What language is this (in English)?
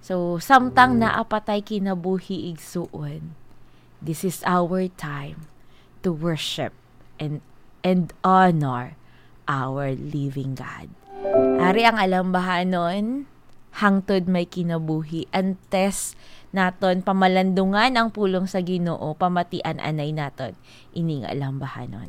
Hiligaynon